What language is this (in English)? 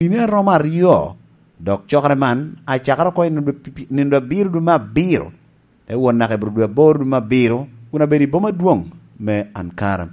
Lango (Uganda)